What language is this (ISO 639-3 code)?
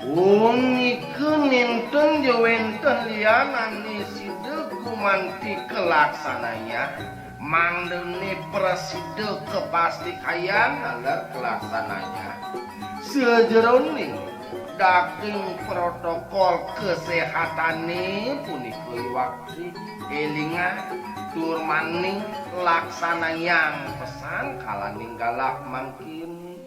ban